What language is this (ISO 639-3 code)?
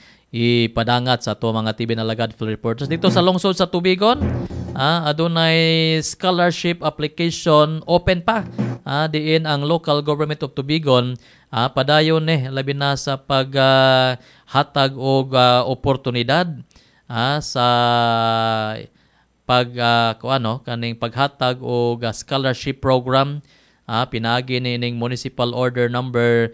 ceb